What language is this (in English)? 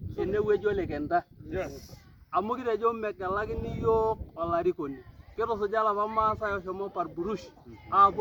Masai